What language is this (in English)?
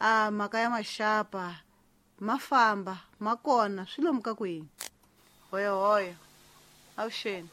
Tsonga